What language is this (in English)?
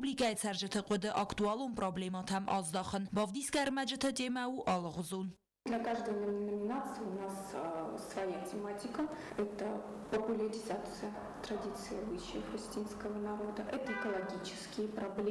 Ossetic